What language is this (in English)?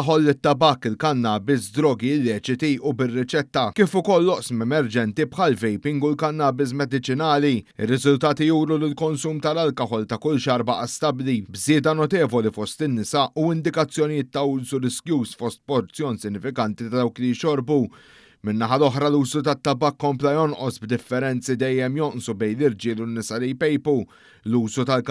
Maltese